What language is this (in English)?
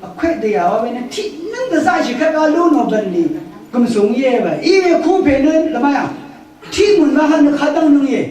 Rawang